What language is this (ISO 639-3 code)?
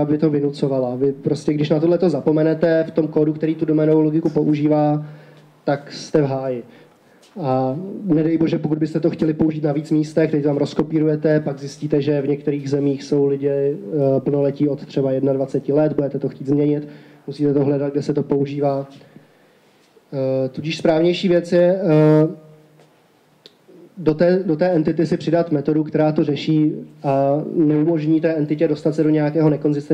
ces